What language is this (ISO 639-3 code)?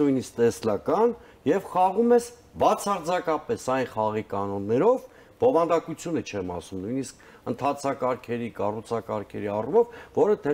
hye